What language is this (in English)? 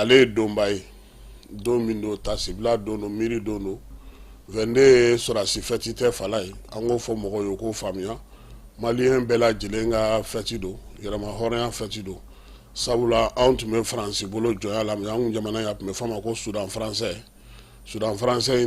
Bambara